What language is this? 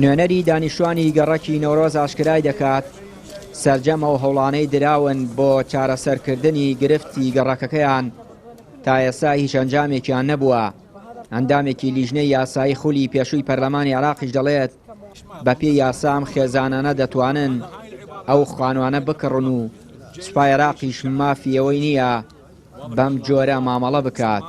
Central Kurdish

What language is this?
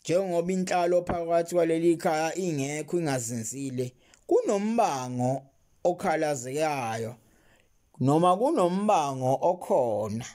Zulu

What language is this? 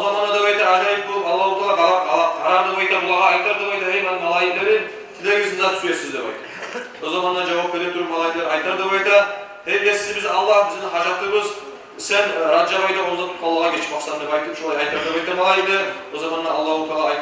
Kumyk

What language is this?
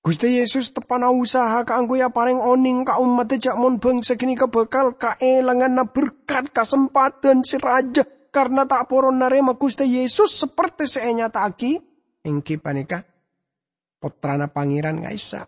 Madurese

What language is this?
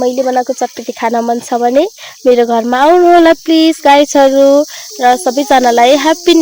Nepali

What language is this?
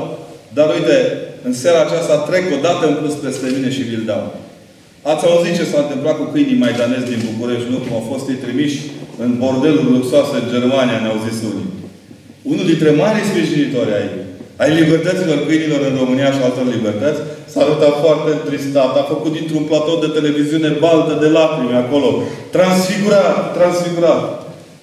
Romanian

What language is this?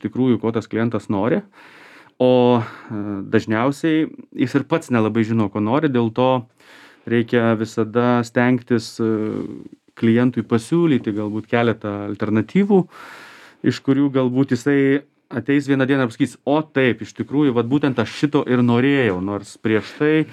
Lithuanian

